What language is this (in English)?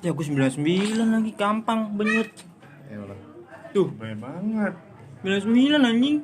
Betawi